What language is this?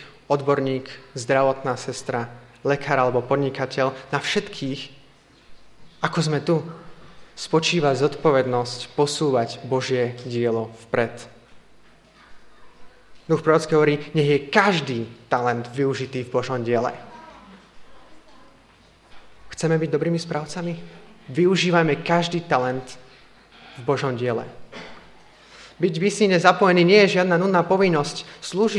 Slovak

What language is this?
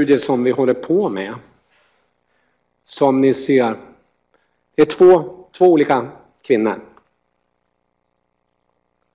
Swedish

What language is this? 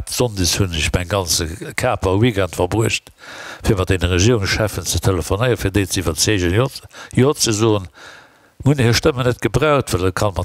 Luxembourgish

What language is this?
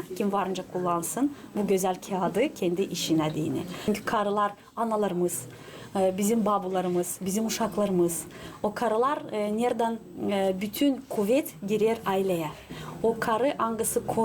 Gagauz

